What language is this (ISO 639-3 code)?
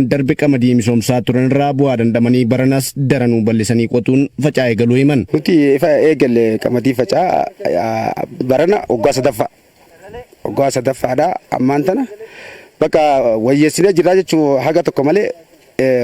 orm